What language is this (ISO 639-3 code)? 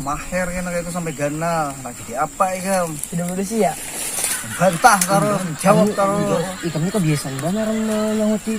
bjn